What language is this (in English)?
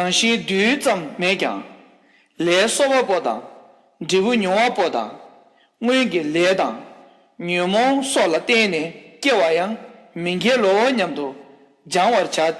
Tibetan